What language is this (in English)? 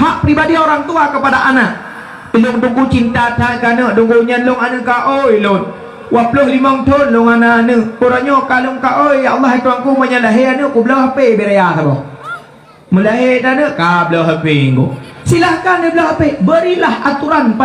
Achinese